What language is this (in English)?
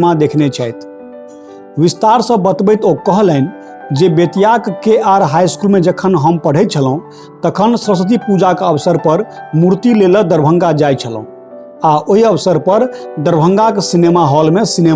Maithili